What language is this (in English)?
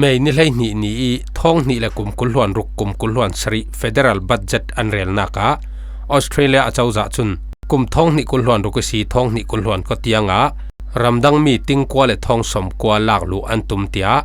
Falam Chin